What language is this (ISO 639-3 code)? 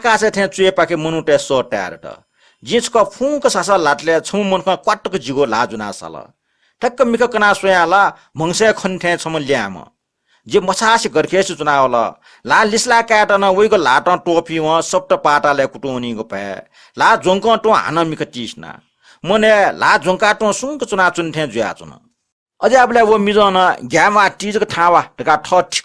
new